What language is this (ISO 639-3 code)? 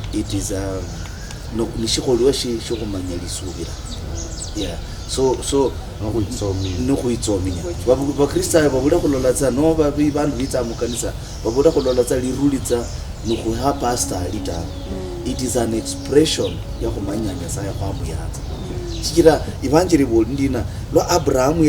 luy